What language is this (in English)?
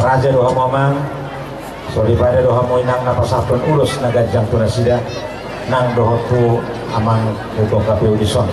Batak Toba